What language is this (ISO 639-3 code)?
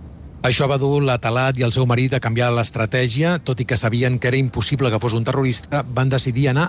cat